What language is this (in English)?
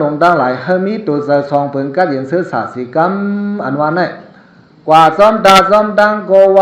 Shan